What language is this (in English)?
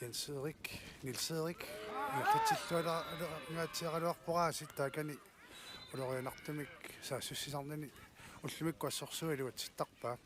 Kalaallisut